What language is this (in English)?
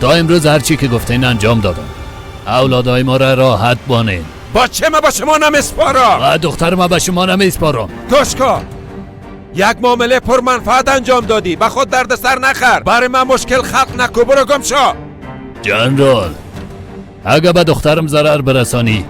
Persian